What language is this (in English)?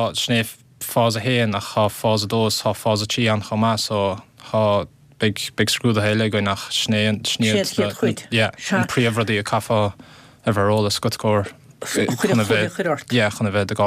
Irish